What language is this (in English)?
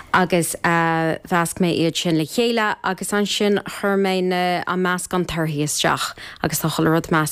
Irish